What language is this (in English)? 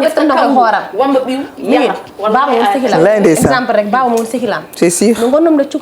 Fula